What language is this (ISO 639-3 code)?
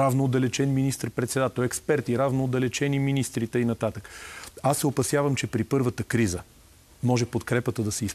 bul